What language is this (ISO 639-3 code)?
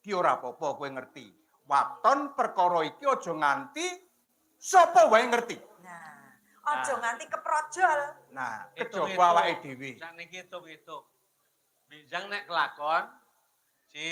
jav